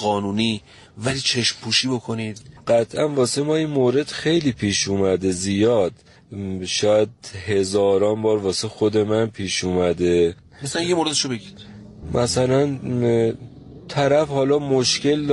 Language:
Persian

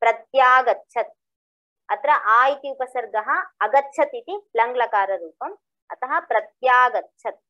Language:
Sanskrit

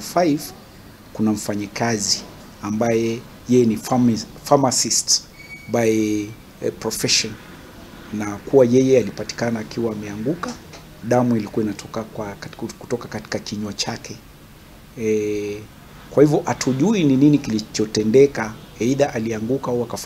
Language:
Swahili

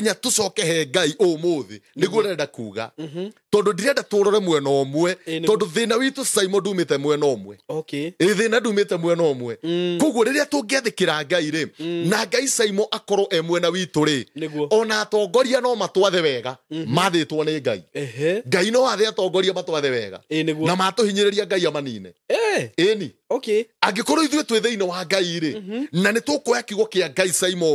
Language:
Kikuyu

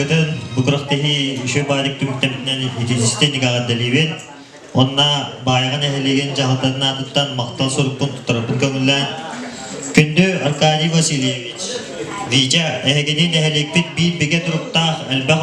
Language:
Yakut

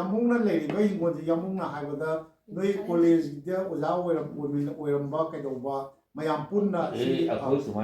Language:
Manipuri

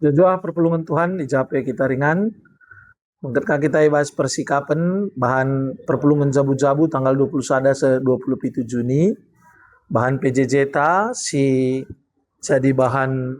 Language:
Batak Karo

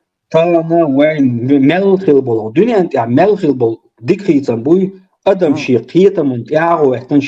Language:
Chechen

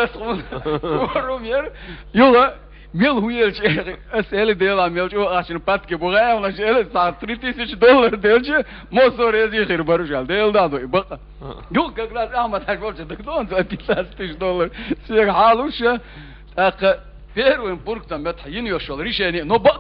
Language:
Chechen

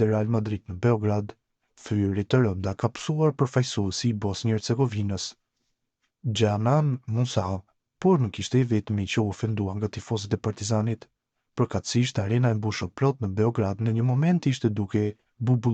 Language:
Albanian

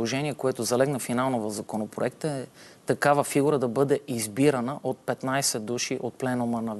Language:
Bulgarian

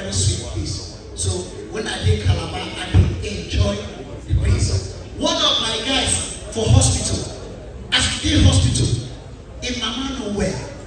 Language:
Nigerian Pidgin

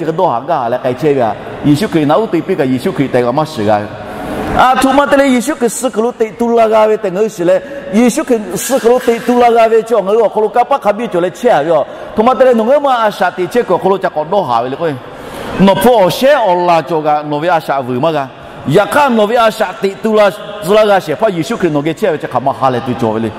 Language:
Lahu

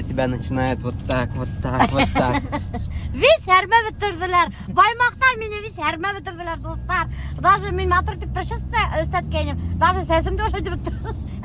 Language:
Bashkir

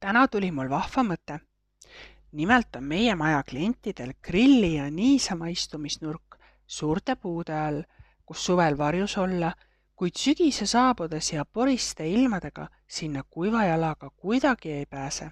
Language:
Estonian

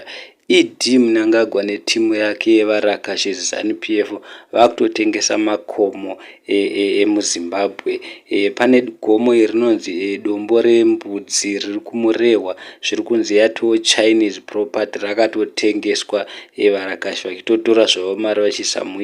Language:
Shona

